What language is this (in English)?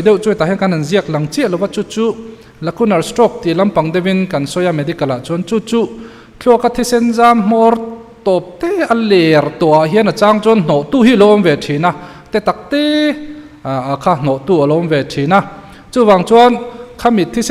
Mizo